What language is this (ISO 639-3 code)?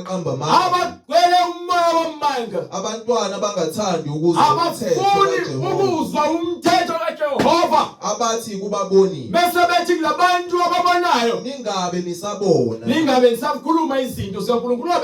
zul